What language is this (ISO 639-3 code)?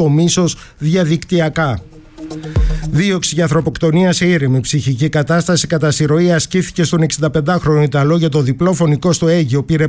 ell